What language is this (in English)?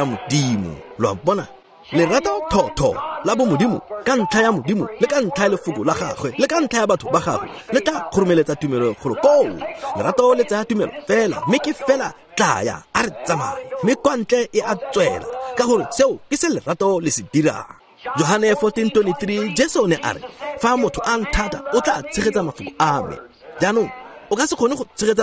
Tswana